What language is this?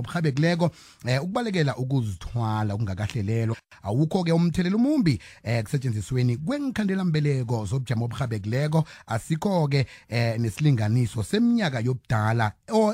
South Ndebele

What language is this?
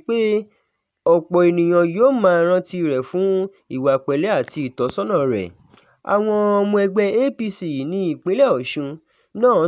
Yoruba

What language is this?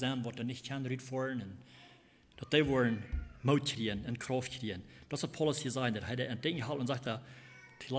Plautdietsch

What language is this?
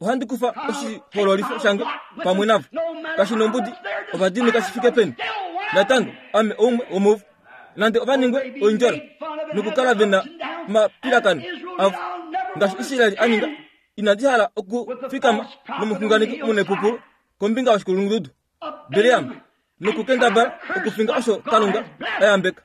Kuanyama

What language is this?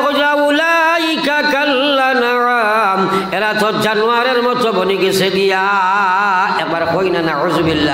Sylheti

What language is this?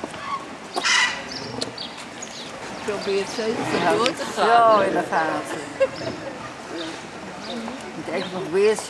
Dutch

